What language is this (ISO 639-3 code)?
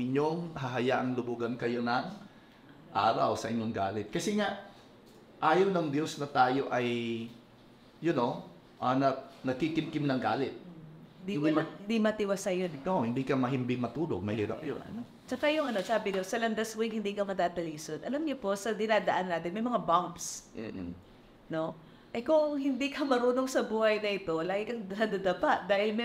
fil